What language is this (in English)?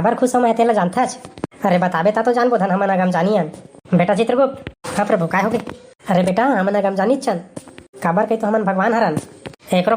Chhattisgarhi